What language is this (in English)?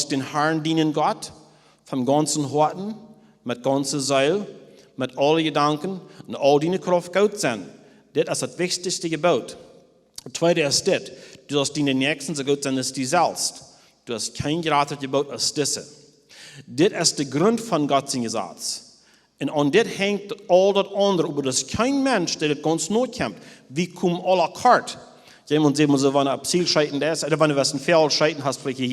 Plautdietsch